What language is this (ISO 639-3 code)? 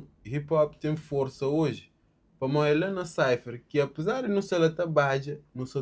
kea